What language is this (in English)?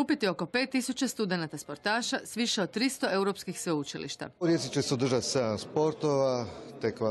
Croatian